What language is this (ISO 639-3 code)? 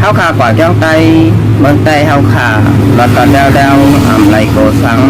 shn